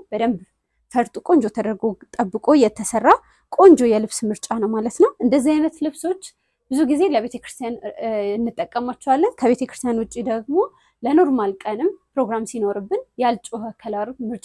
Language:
Amharic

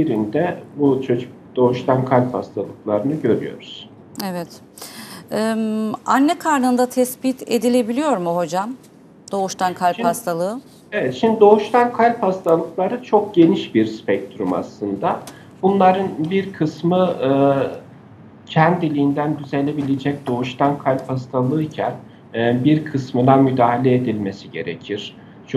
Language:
Turkish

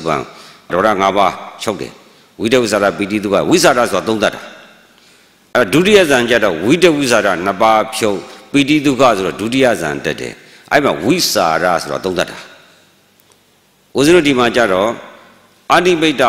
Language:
Burmese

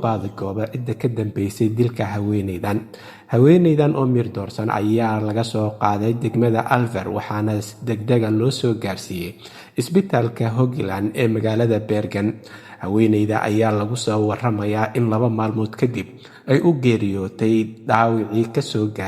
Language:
Somali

